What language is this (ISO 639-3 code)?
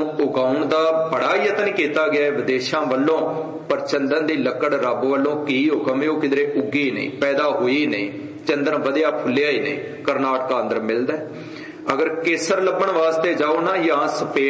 pan